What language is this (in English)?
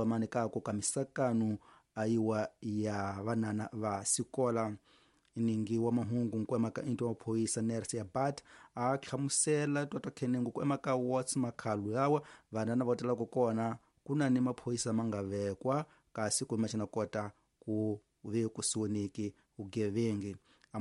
Tsonga